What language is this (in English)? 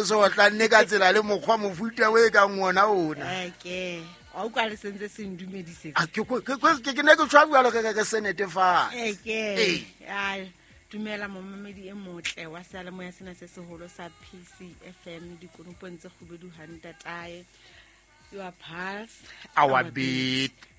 Southern Sotho